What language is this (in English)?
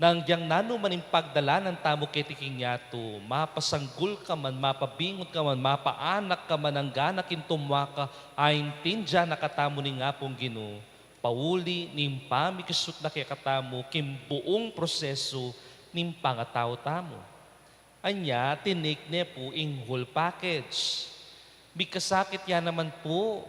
Pampanga